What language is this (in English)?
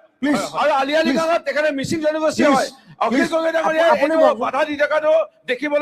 Assamese